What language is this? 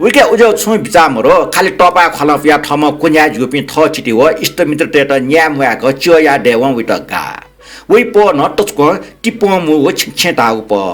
Newari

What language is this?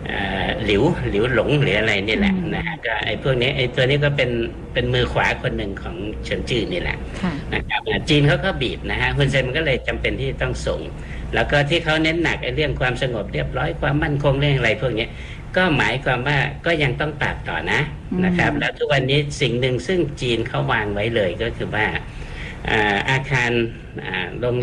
Thai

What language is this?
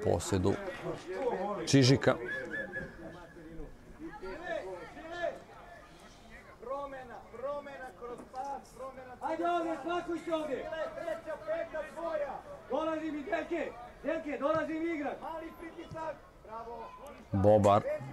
Serbian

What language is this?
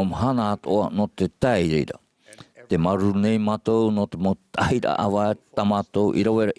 Tahitian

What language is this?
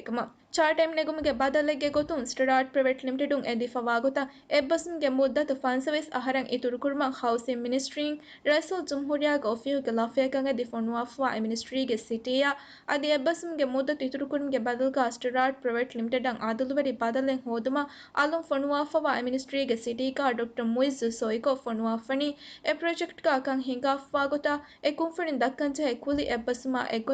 Divehi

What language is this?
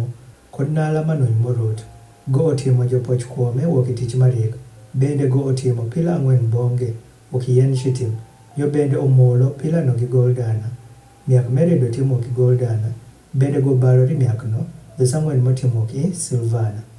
Adhola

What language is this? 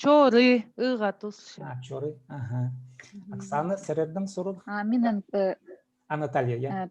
Khakas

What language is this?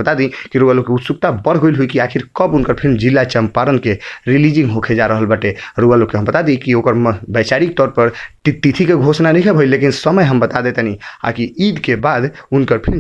Bhojpuri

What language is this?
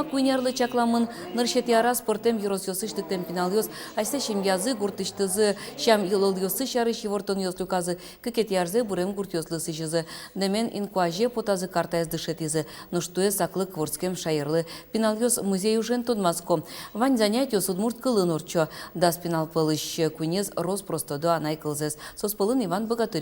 Udmurt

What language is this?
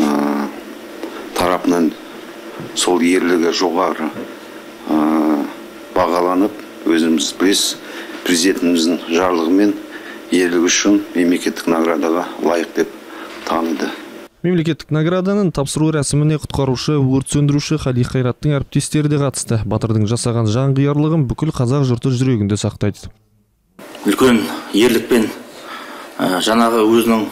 Kazakh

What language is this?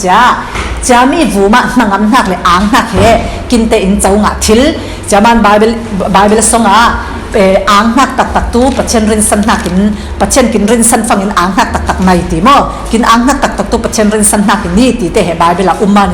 Falam Chin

